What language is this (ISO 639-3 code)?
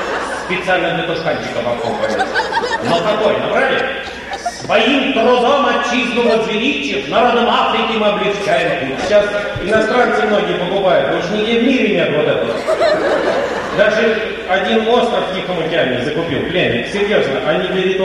rus